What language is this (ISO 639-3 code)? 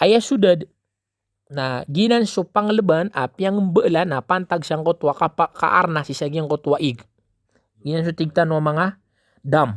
mrw